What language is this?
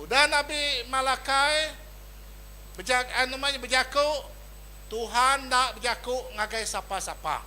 Iban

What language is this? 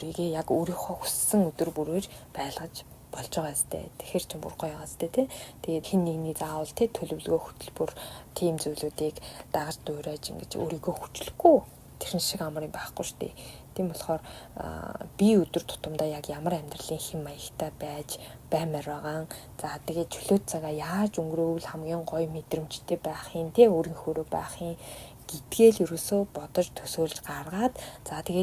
Mongolian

